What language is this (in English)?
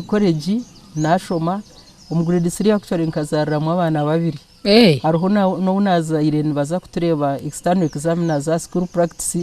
Nyankole